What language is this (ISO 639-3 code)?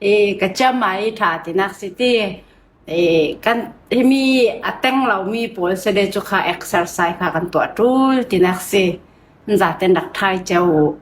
cfm